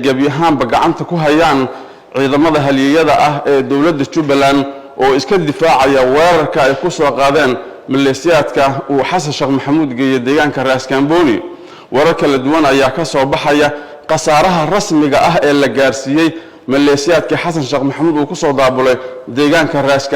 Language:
Somali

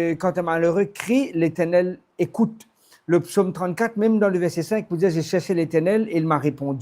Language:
Morisyen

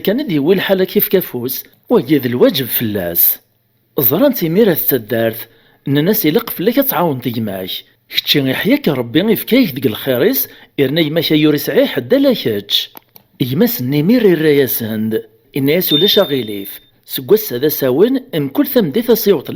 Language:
Kabyle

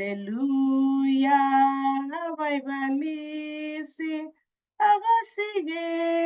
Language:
Kalenjin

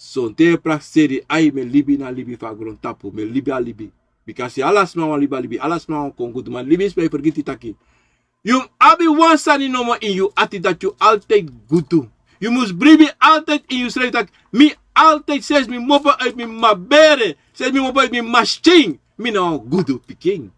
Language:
Sranan Tongo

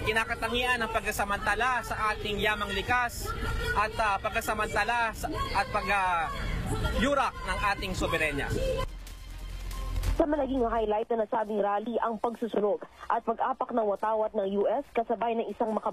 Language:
Filipino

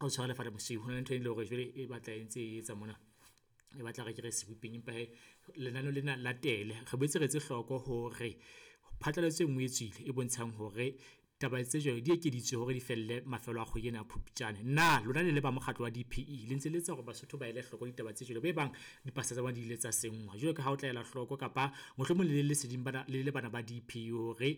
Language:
Southern Sotho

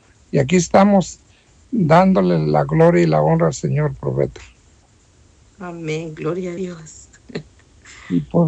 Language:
Spanish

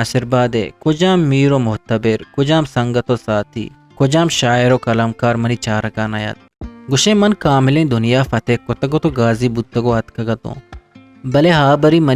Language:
Eastern Balochi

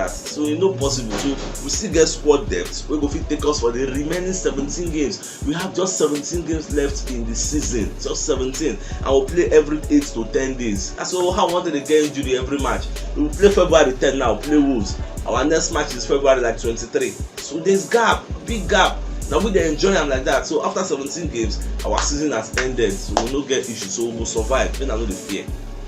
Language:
Nigerian Pidgin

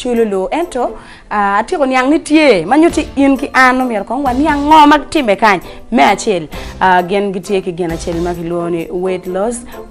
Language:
Acoli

